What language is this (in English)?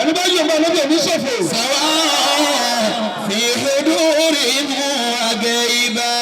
Yoruba